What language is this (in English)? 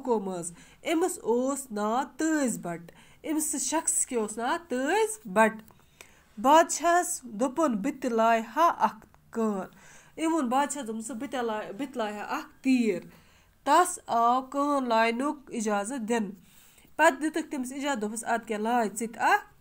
Kashmiri